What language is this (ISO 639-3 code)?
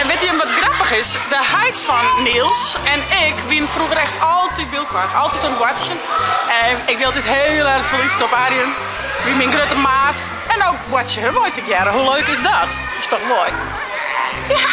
fry